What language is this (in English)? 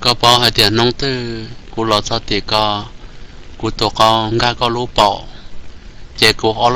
Hmong